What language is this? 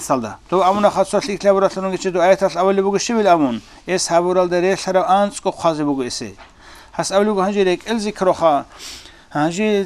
Avaric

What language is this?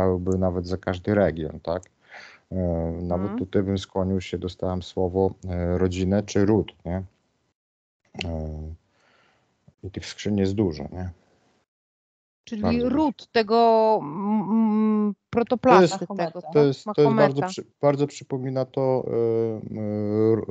Polish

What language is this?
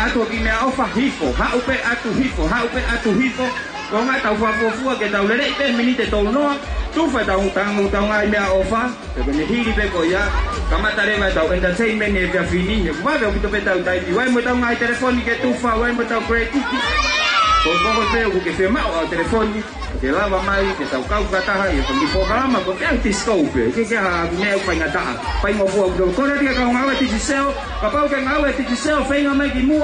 Tongan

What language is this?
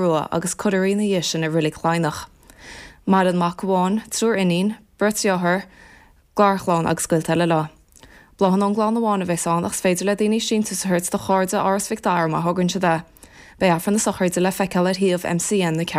Irish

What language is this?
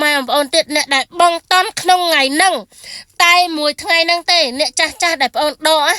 Khmer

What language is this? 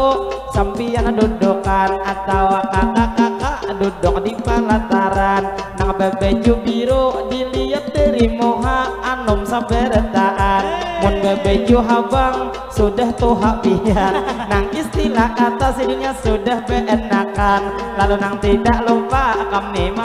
Banjar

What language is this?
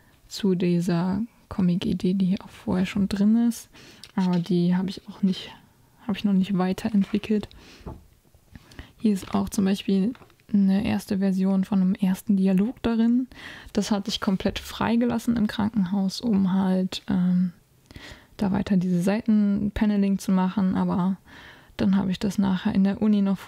German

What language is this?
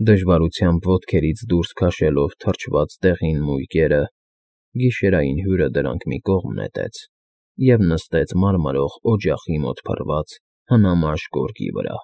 Armenian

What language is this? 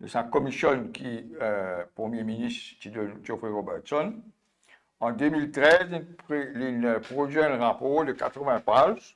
Morisyen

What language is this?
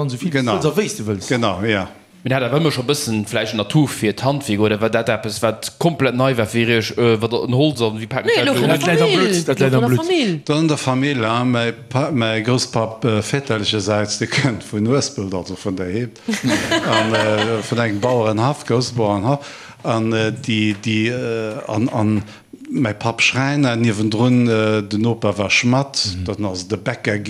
Luxembourgish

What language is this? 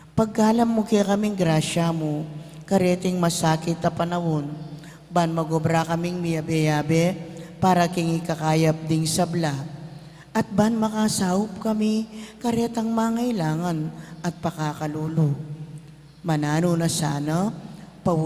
Pampanga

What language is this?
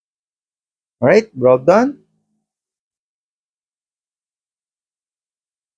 Filipino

